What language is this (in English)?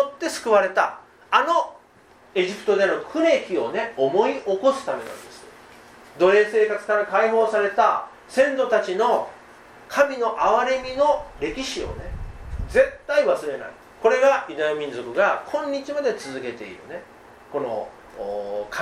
Japanese